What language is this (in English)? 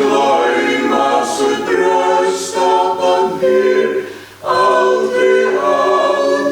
Faroese